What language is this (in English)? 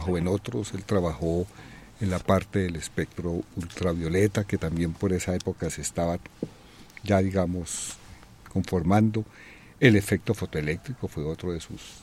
Spanish